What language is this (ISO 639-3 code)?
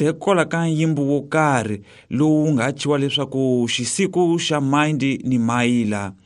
tso